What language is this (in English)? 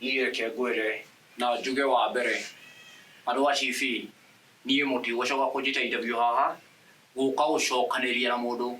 Kikuyu